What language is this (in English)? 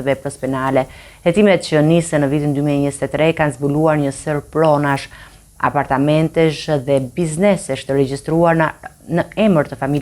Albanian